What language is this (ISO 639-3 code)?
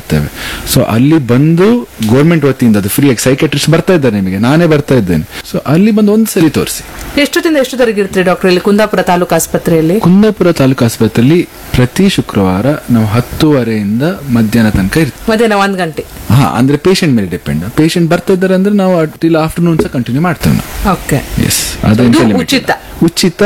kan